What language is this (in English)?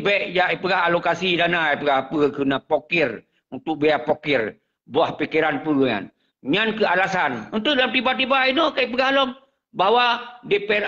Achinese